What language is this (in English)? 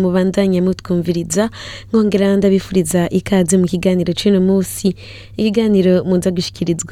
Rundi